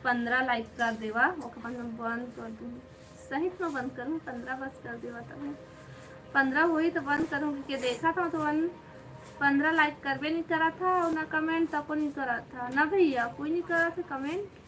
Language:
Chhattisgarhi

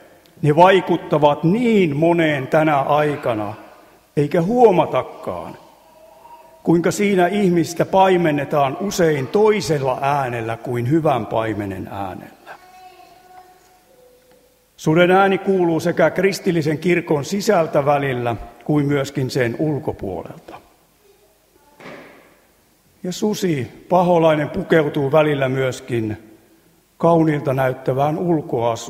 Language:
Finnish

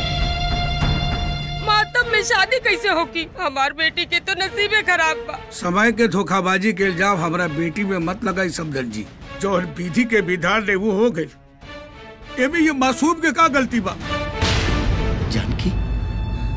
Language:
Bhojpuri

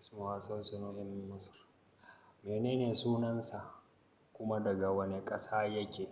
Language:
Hausa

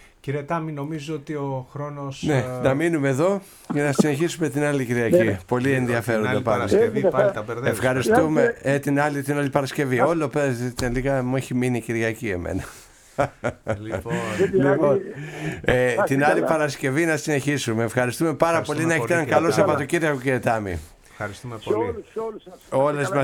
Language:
Greek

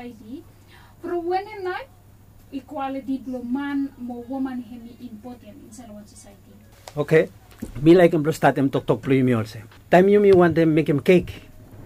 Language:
Bislama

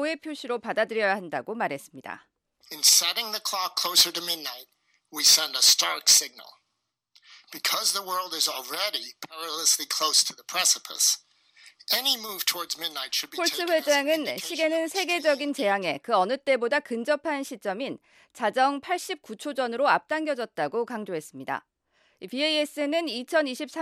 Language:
Korean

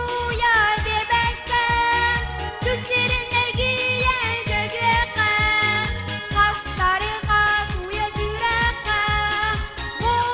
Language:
Yakut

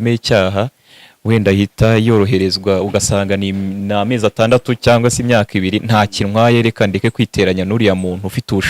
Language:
Kinyarwanda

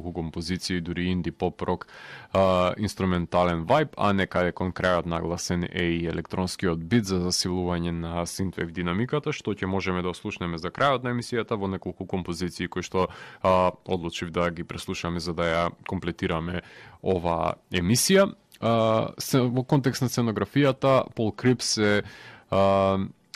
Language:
Macedonian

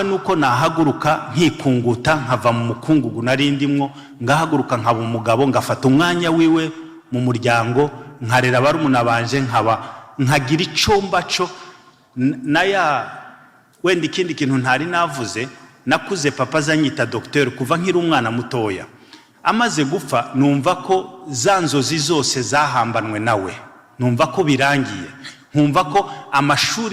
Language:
Kinyarwanda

